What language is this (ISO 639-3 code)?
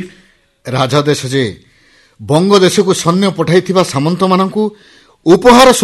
ori